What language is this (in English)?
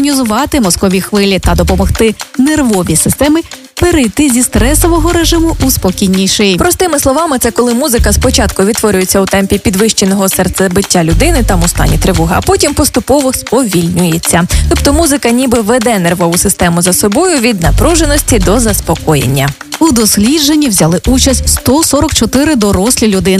Ukrainian